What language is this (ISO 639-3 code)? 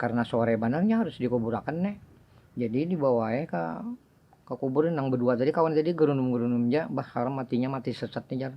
bjn